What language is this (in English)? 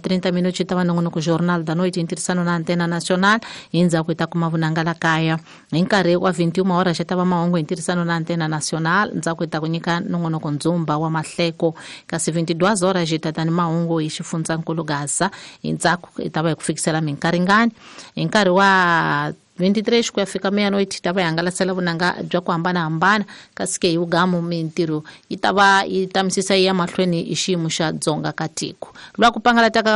Tsonga